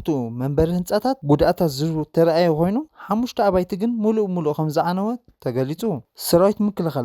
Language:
Tigrinya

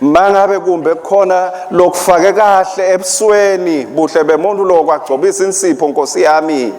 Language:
Swati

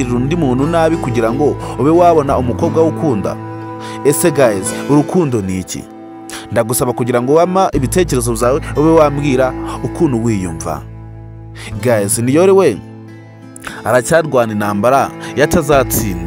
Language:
Kinyarwanda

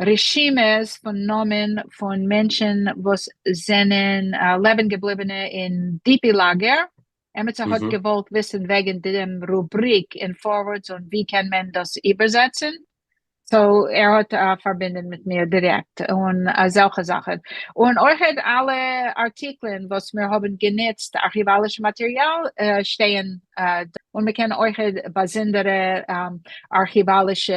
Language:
Yiddish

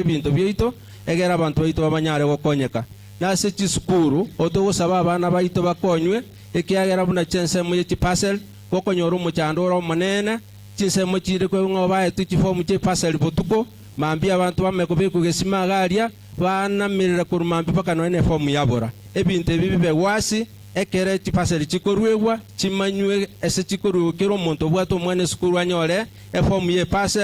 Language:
Gusii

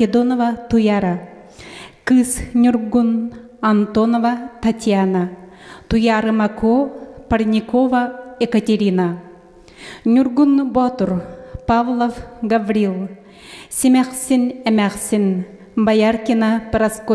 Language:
Yakut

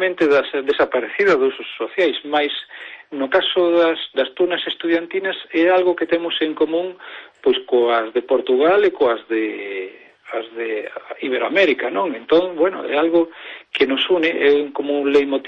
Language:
Galician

